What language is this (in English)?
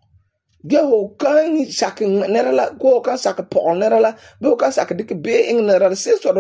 Frafra